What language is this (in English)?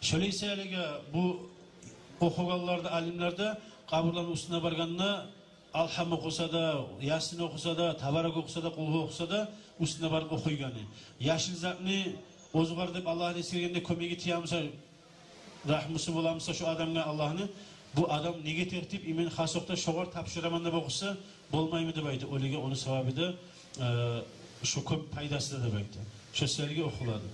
Kumyk